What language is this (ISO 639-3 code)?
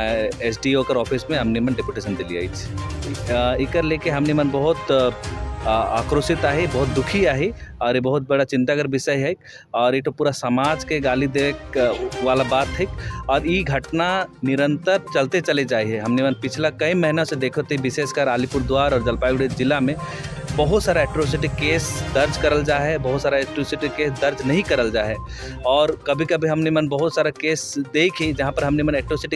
sck